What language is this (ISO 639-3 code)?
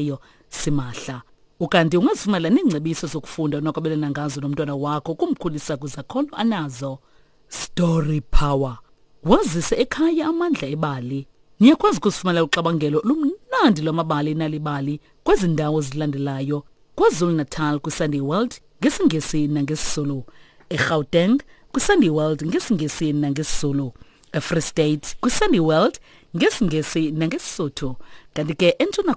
xho